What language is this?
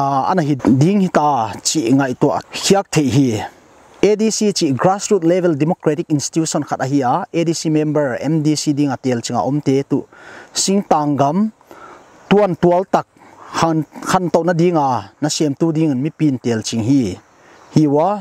Paite Chin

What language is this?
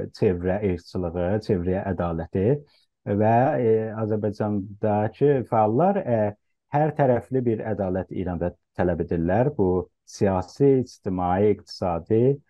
South Azerbaijani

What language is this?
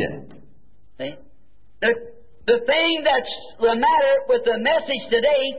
Slovak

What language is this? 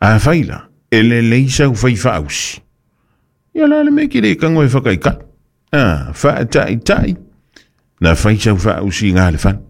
Samoan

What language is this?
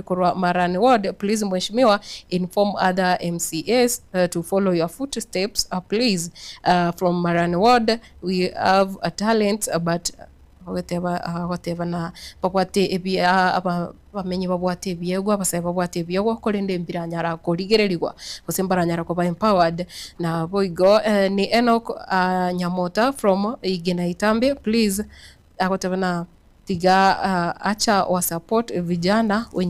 Gusii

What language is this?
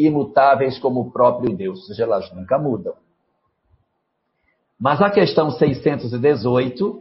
Portuguese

